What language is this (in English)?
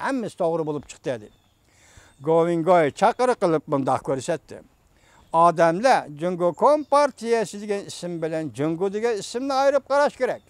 Uyghur